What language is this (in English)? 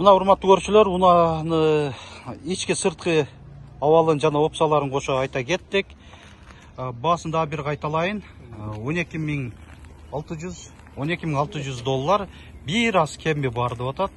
Kyrgyz